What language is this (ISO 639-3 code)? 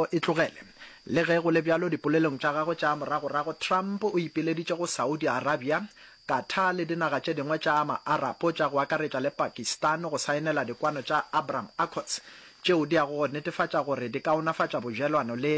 nso